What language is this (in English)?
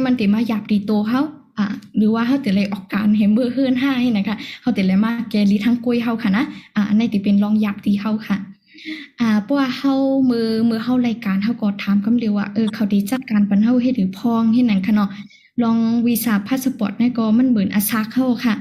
Shan